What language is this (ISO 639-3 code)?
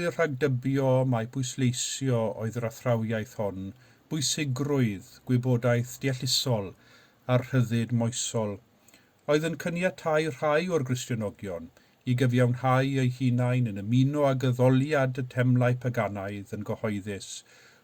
cym